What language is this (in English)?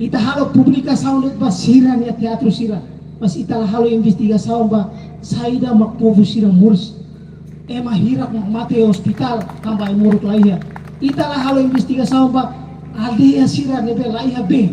Tetum